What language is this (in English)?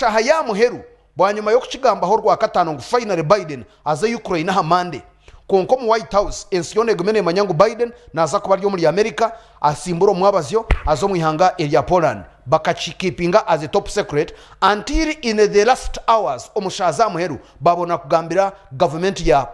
Nyankole